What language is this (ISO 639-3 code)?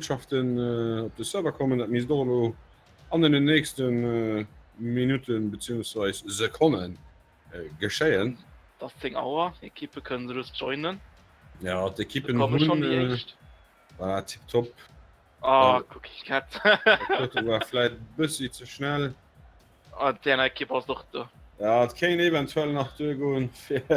ltz